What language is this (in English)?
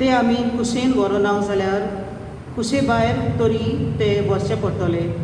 Konkani